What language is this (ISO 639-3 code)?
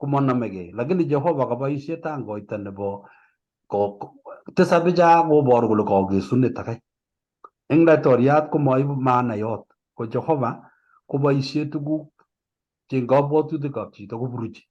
kln